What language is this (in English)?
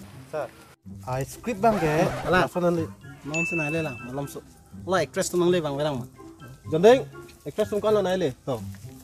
Karbi